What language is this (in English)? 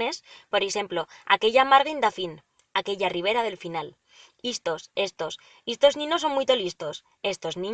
Aragonese